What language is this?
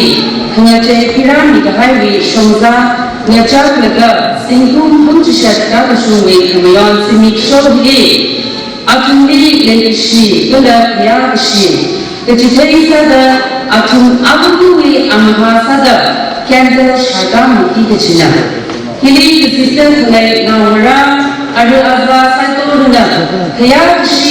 Tangkhul Naga (India)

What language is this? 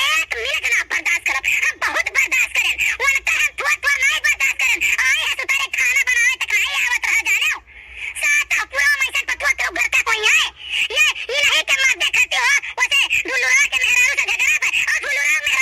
Awadhi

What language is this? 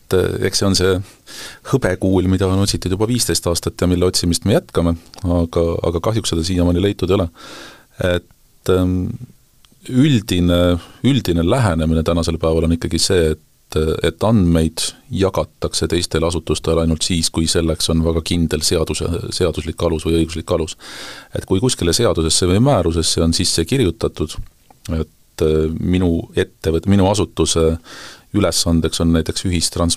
Estonian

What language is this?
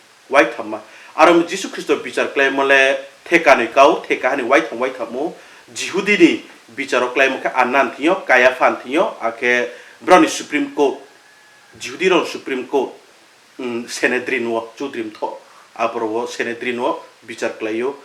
Riang (India)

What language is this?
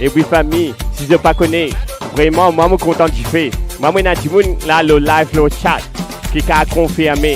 Morisyen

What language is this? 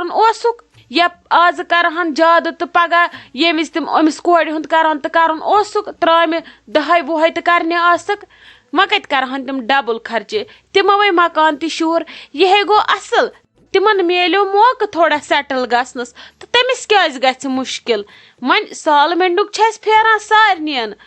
Kashmiri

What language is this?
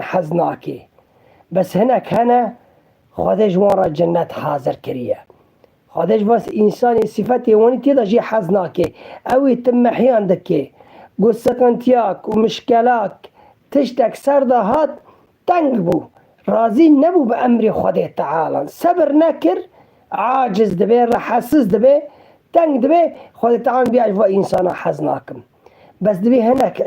Kurdish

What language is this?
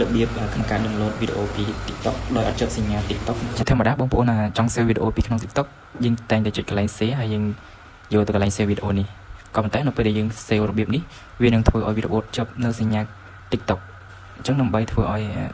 Khmer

